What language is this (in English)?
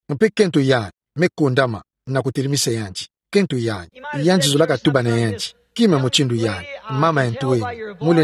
Kituba (Democratic Republic of Congo)